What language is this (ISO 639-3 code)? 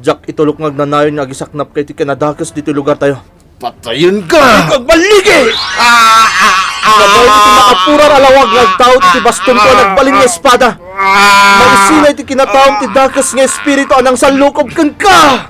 ilo